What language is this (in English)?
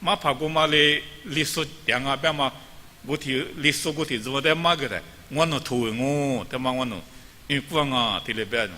Lisu